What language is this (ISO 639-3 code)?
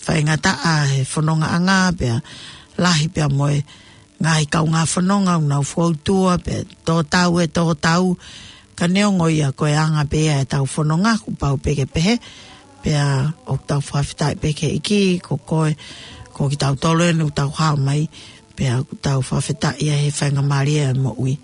ton